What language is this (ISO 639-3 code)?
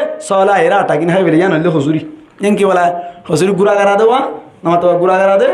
rhg